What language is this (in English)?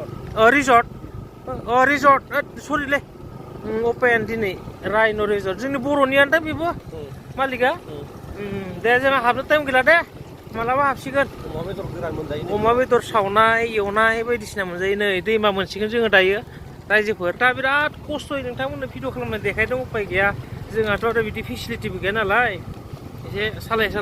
Bodo